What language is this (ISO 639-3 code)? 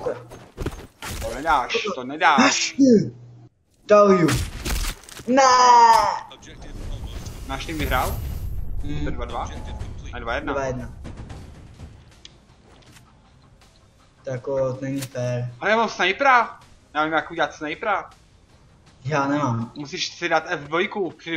ces